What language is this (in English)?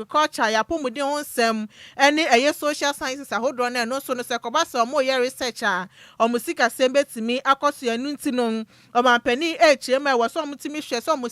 Akan